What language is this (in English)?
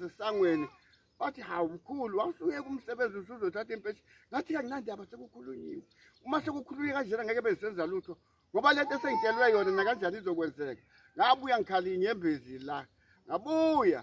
Zulu